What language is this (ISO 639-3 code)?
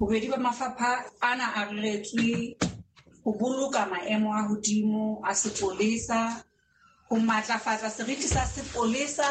sot